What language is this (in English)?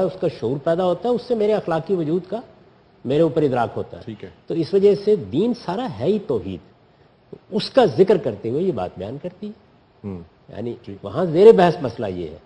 Urdu